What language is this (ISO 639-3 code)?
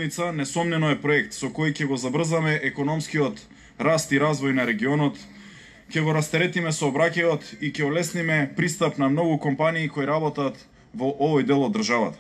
mkd